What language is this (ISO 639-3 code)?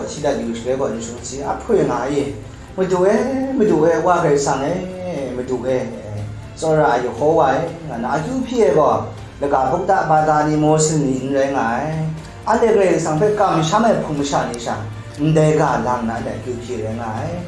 kac